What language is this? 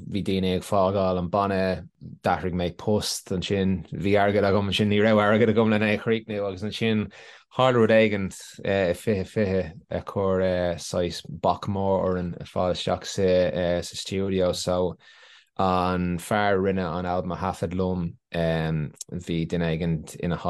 Irish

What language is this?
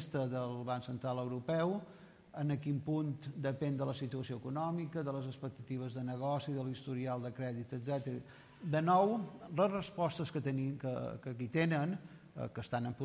Catalan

